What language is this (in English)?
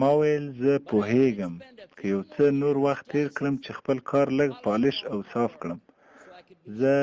Pashto